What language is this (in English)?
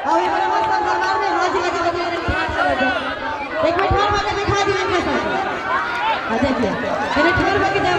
Maithili